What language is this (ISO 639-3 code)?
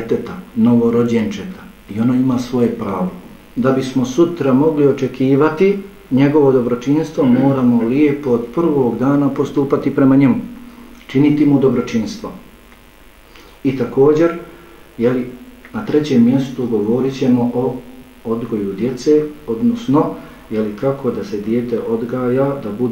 bos